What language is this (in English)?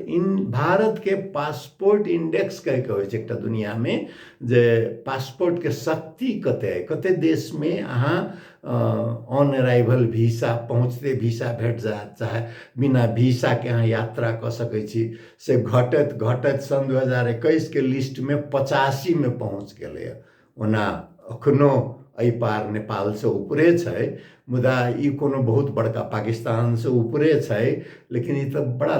Maithili